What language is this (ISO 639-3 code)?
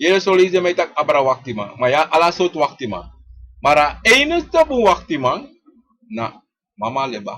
srn